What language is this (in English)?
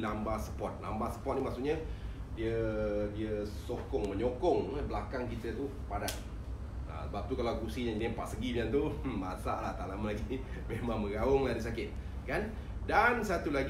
Malay